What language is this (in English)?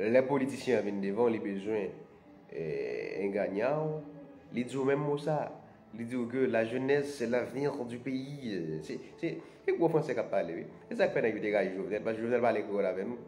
Haitian Creole